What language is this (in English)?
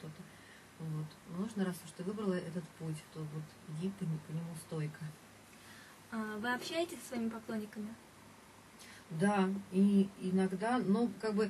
Russian